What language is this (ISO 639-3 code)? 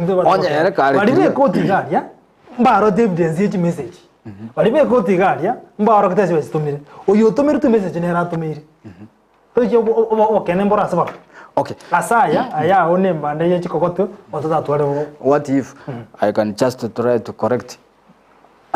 guz